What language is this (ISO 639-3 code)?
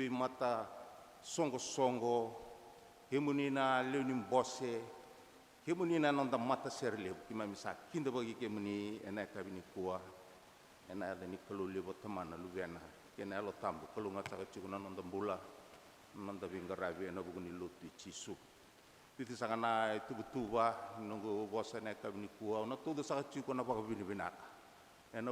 fij